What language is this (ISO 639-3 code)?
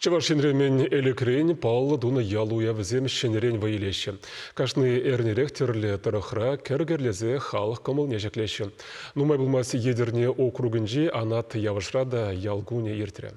chv